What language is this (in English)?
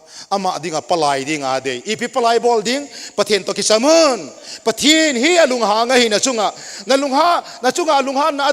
Thado Chin